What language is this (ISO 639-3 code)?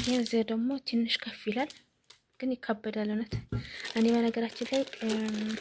amh